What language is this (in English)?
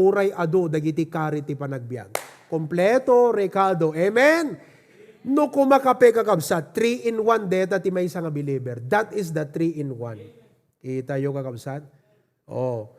Iloko